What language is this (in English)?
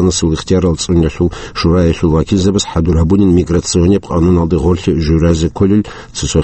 Avaric